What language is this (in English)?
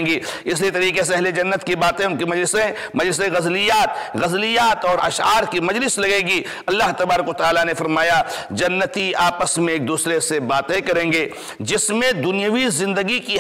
Urdu